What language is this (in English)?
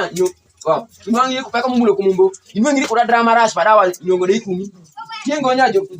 Alur